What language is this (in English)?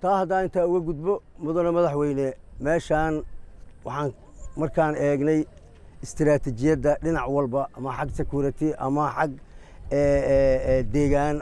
Somali